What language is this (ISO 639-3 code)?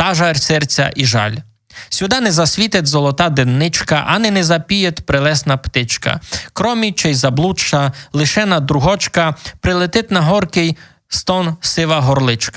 rue